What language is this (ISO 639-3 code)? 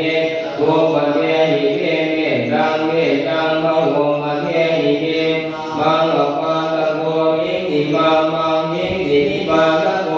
pli